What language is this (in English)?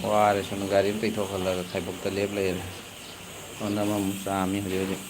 Manipuri